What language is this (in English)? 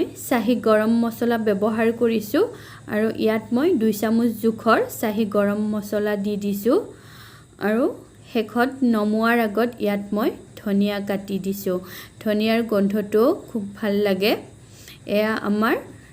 Assamese